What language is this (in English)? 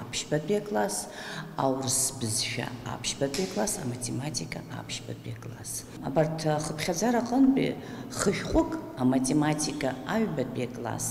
Abkhazian